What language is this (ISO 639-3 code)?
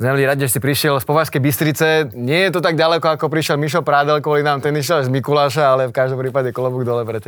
slk